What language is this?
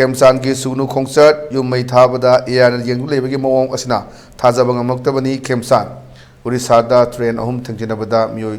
Manipuri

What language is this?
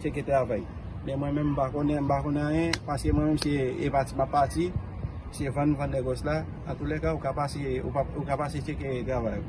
Haitian Creole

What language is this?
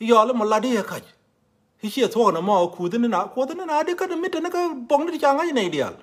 Nuer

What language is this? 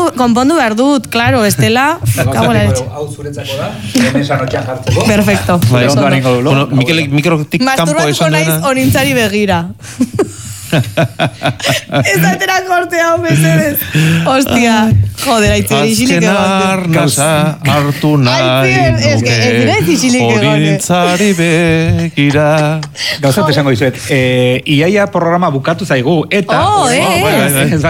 Basque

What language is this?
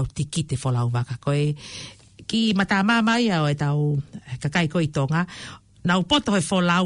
Tongan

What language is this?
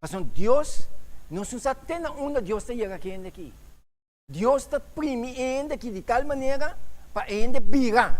Papiamento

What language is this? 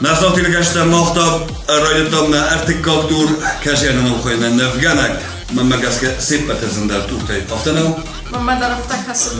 Ossetic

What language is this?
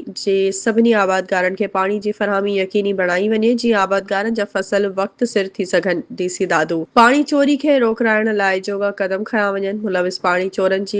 Sindhi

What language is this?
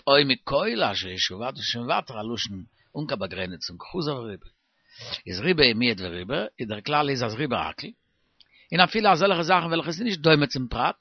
Yiddish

